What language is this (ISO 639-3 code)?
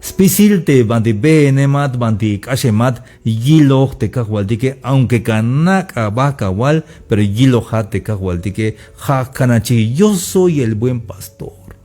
tzh